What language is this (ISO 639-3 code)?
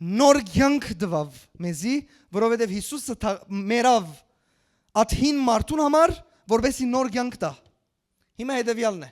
hyw